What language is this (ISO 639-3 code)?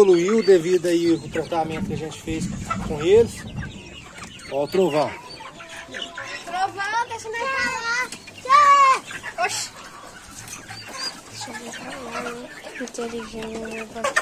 por